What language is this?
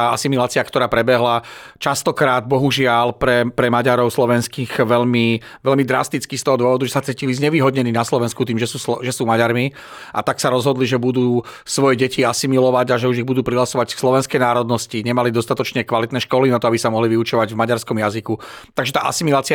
Slovak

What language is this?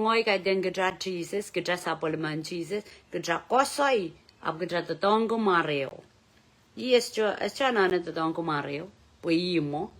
Pohnpeian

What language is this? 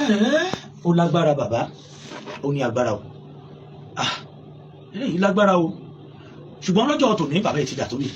Yoruba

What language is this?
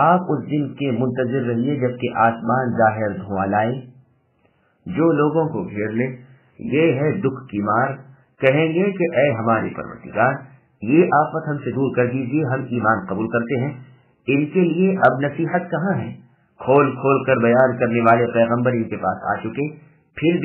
Urdu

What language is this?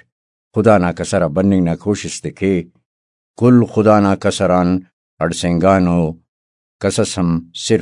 Brahui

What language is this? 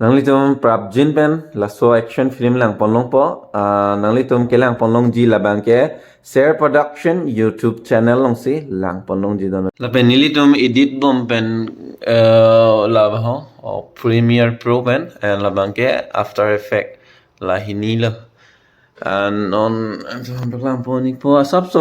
Karbi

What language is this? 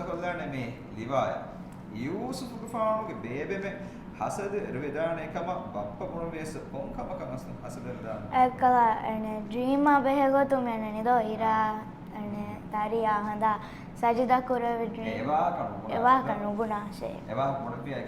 Divehi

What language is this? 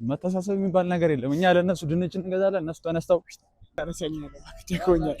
Amharic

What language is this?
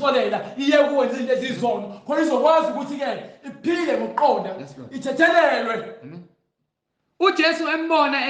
Zulu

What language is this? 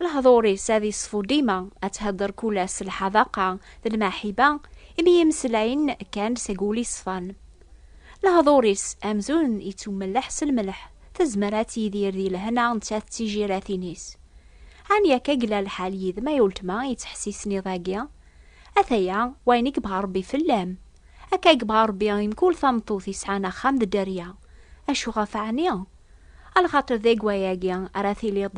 Kabyle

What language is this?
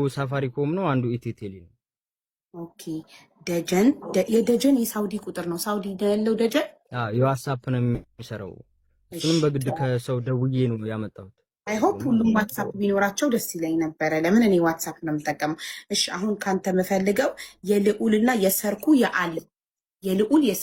Amharic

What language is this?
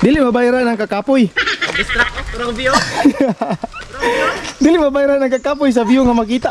Cebuano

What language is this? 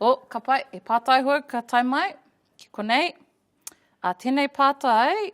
Māori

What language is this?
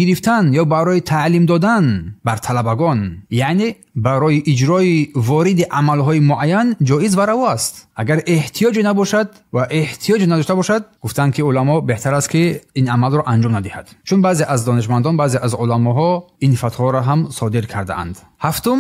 Tajik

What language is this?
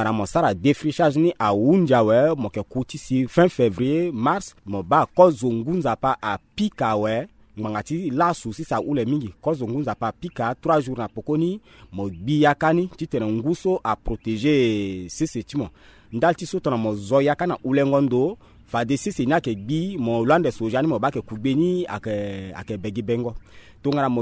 Sango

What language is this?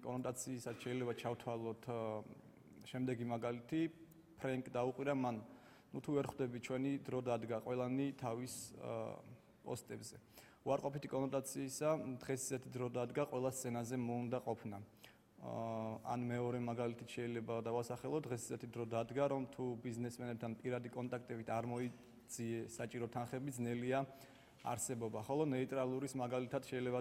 Georgian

